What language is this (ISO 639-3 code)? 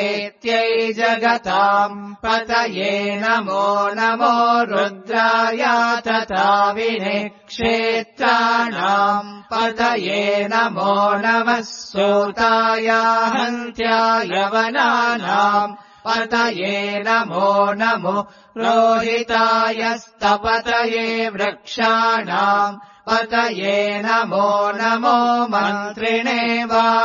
san